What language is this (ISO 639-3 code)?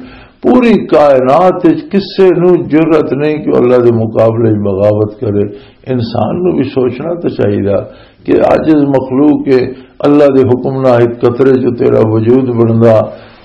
lah